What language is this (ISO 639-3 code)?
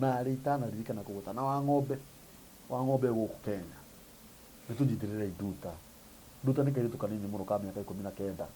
kik